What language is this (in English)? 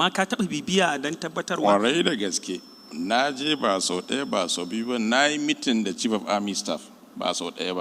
Hausa